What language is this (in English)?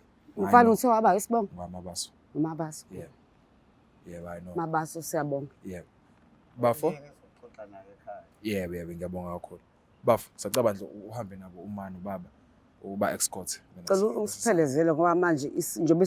Zulu